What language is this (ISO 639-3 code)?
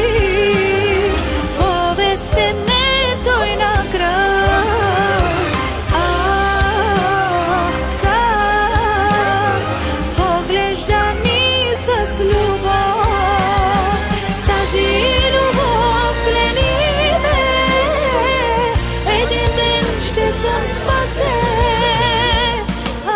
bul